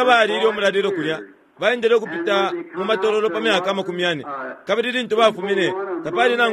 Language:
Bemba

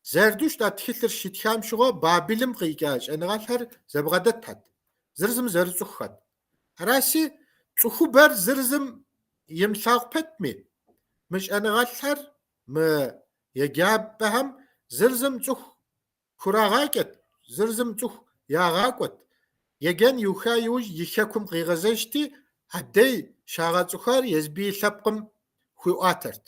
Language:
Kabardian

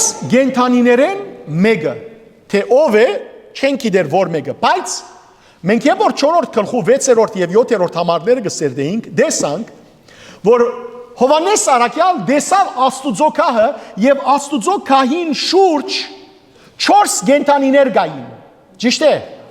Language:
Western Armenian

